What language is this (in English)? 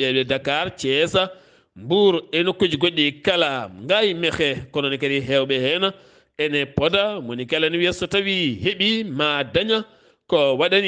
Fula